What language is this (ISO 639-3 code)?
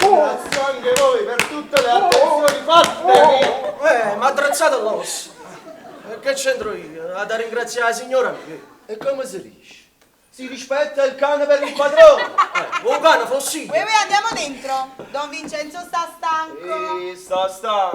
nap